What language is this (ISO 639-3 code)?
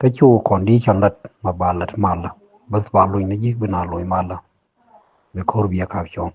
nus